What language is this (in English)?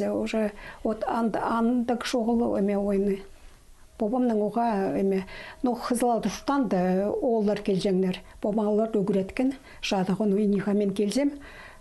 Khakas